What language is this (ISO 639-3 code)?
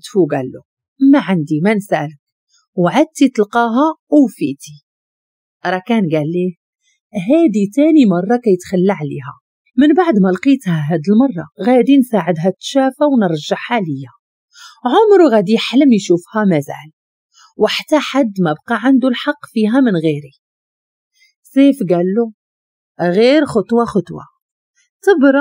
ary